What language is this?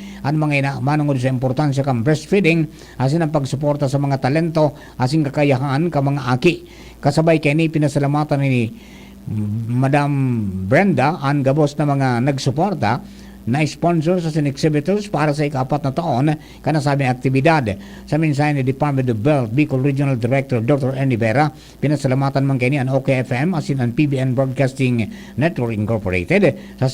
Bikol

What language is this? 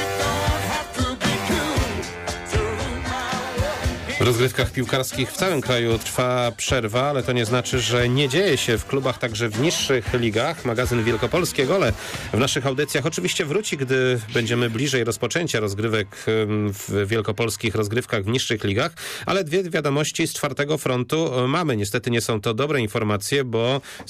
Polish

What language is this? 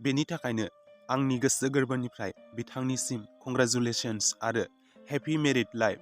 Bodo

